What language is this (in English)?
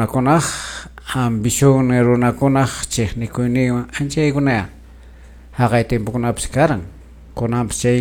Quechua